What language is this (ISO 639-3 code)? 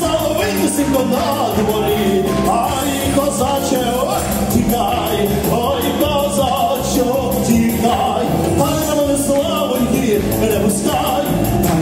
ukr